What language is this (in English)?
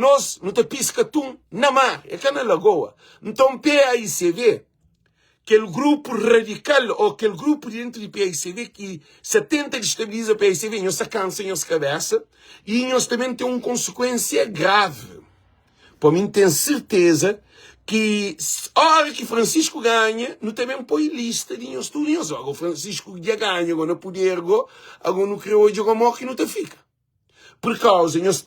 Kabuverdianu